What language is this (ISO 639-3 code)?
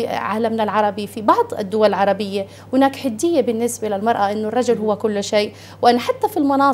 ara